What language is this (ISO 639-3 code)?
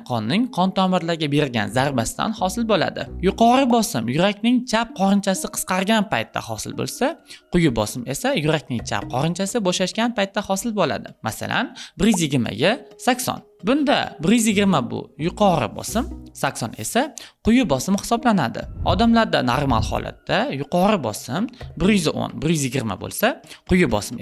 uzb